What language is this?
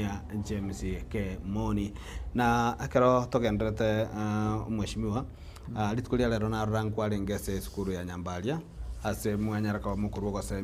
Gusii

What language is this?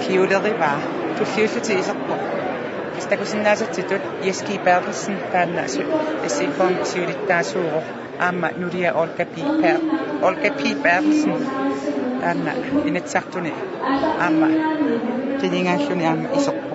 Kalaallisut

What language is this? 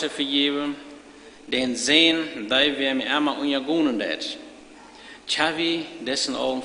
Plautdietsch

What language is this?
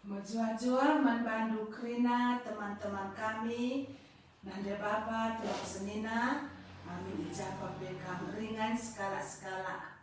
Batak Karo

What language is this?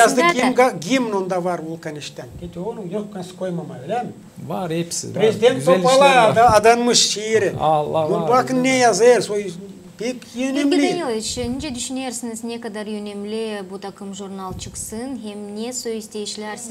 Gagauz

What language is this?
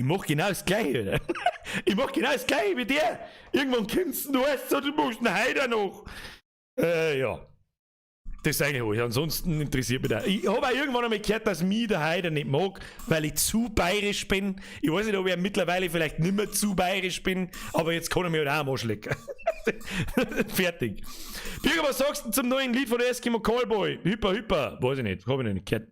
Bavarian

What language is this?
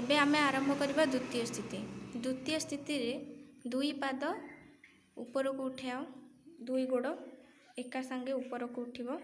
Odia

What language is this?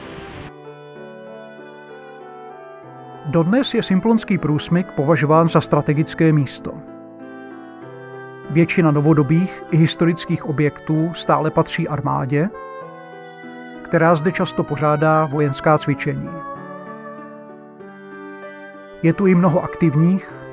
Czech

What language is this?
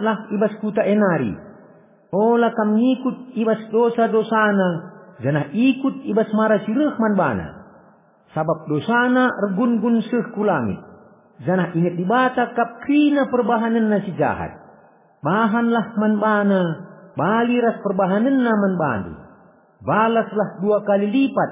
Batak Karo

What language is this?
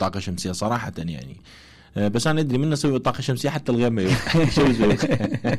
Mesopotamian Arabic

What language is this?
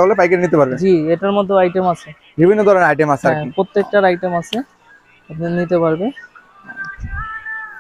Bangla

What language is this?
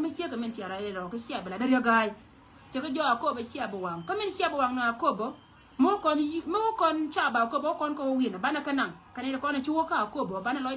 Nuer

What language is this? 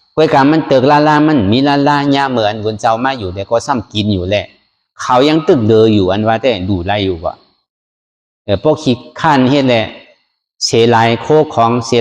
Shan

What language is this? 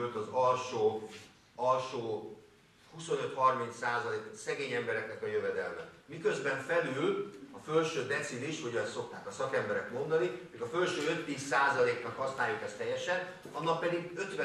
Hungarian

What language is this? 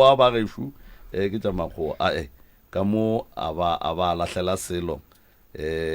Northern Sotho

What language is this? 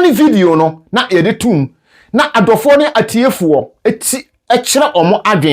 Akan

